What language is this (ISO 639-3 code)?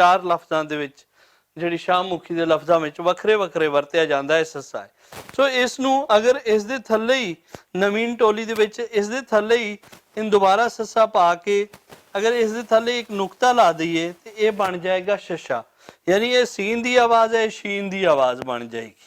lah